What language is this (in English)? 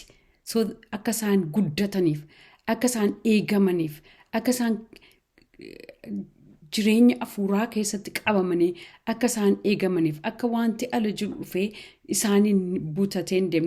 Oromo